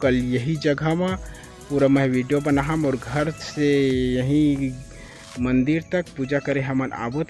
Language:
Chhattisgarhi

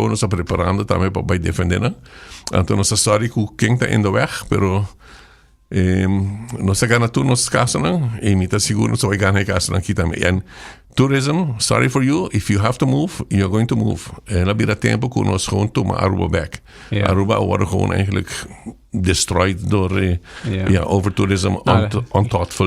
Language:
Papiamento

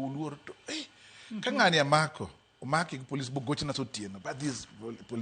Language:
Luo (Kenya and Tanzania)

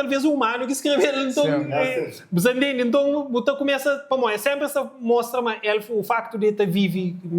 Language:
Kabuverdianu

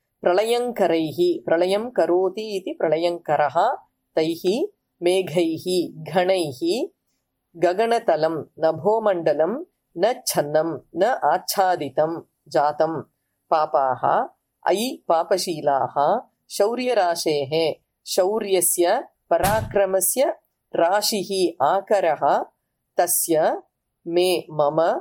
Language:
Sanskrit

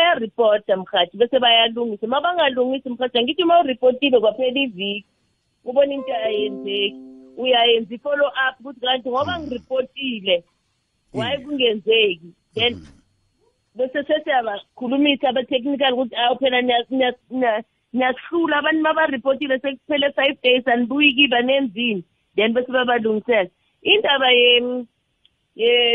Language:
South Ndebele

